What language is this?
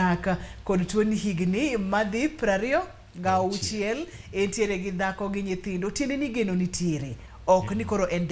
Luo (Kenya and Tanzania)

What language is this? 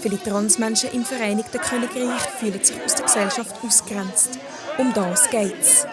Swiss German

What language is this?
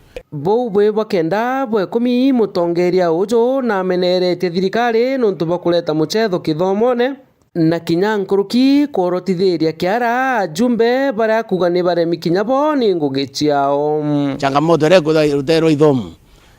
Meru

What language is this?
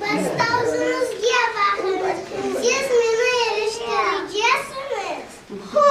Crimean Tatar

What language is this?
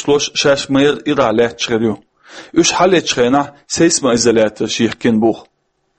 Chechen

